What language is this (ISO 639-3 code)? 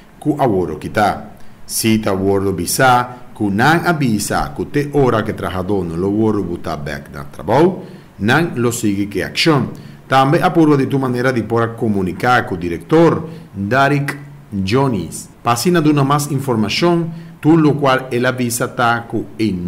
pap